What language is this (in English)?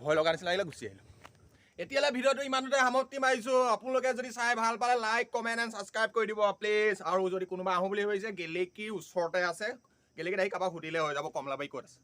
Assamese